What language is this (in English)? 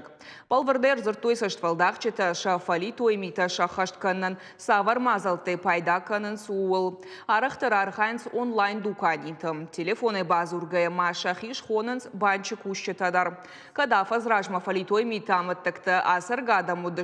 Ossetic